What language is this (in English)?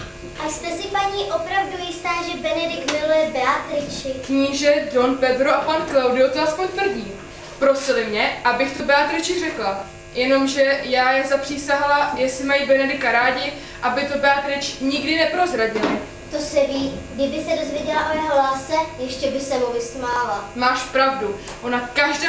Czech